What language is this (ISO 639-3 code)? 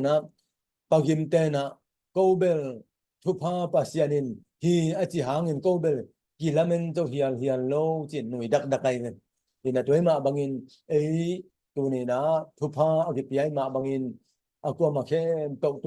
ctd